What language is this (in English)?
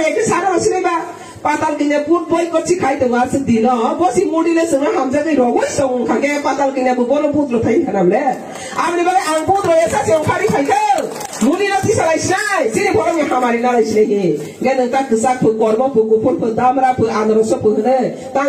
Riang (India)